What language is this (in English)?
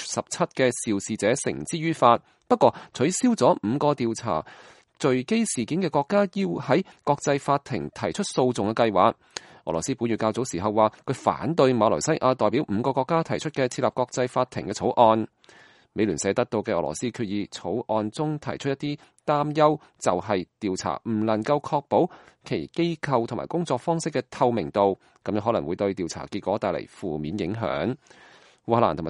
Cantonese